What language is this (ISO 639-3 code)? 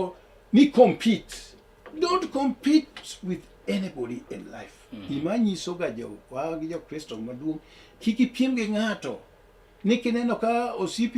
luo